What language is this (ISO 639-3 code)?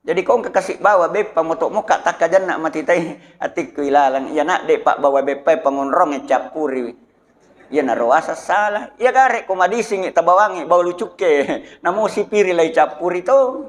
bug